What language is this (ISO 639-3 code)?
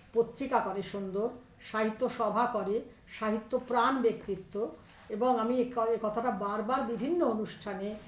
ben